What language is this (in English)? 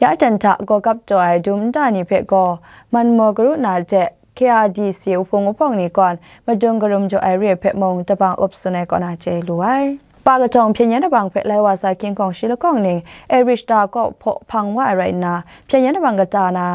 Kachin